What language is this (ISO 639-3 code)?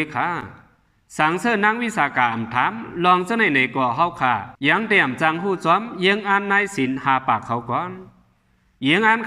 shn